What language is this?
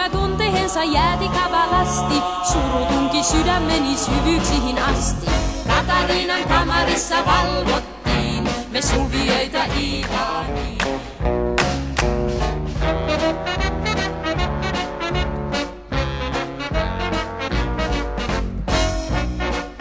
Finnish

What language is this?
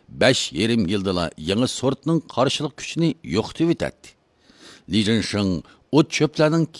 Uyghur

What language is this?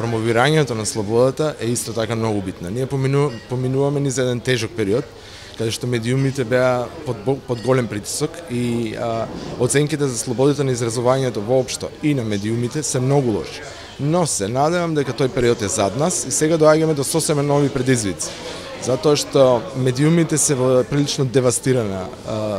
Macedonian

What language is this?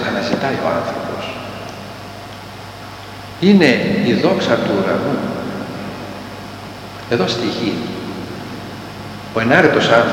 Greek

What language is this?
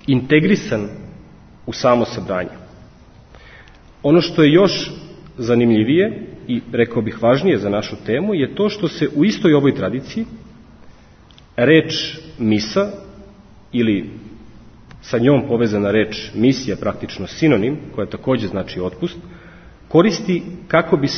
Serbian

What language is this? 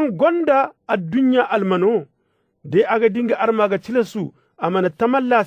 Zarma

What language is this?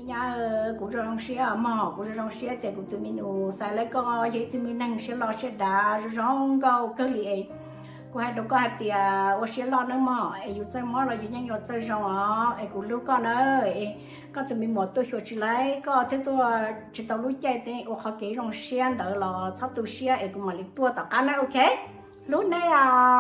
Hmong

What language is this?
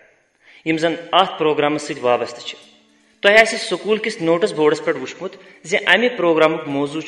Kashmiri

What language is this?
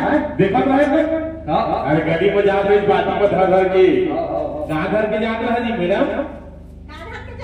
Chhattisgarhi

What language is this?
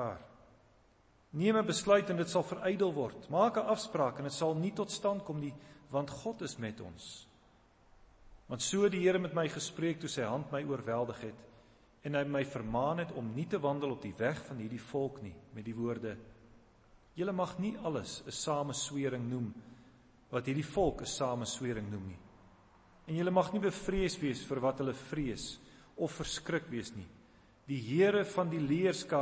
Afrikaans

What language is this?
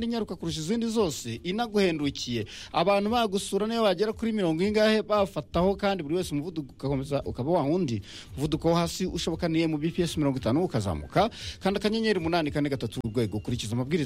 Kinyarwanda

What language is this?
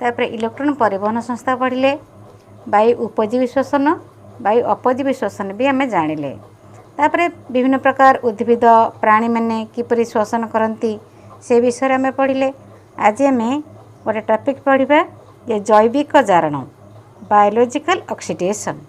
Odia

